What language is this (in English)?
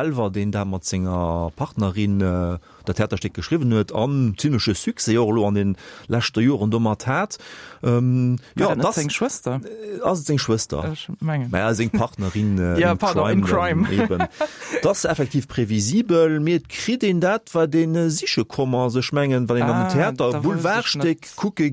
Luxembourgish